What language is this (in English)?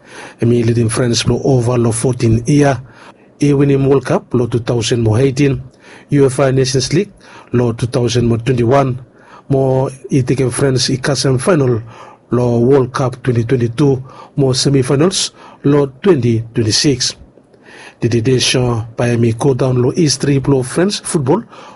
Bislama